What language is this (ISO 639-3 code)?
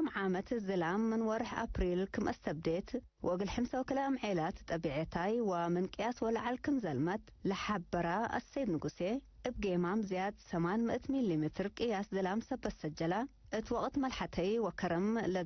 tig